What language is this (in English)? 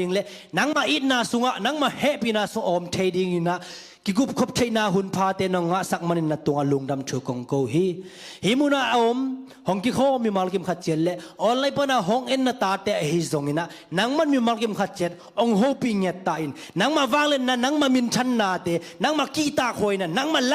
Tedim Chin